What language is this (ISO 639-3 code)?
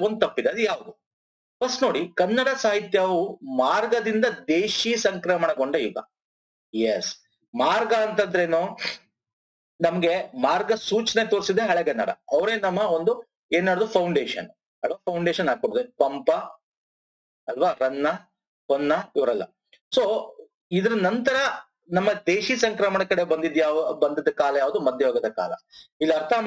kan